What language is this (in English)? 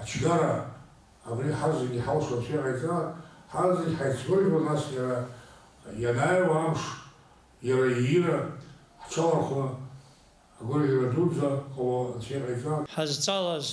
Abkhazian